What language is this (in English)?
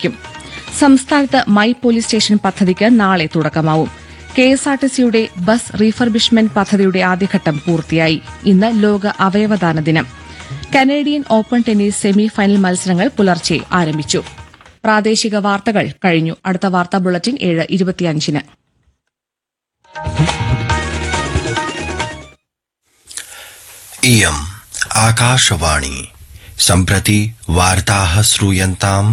Malayalam